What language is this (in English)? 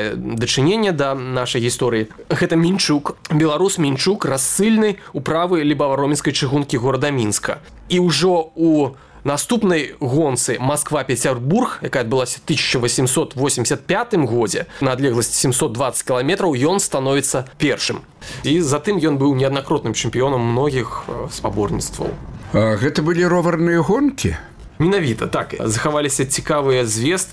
Belarusian